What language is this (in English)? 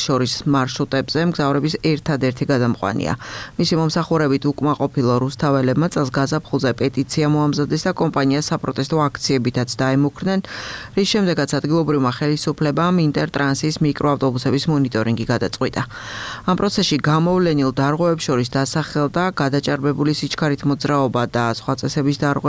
Georgian